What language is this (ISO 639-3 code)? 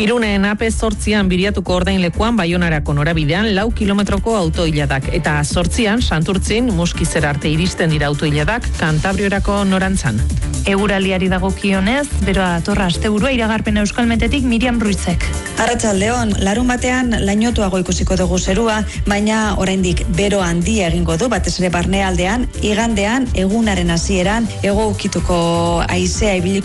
eus